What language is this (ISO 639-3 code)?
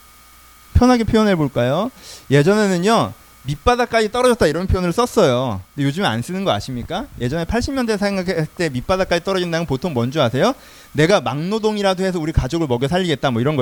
kor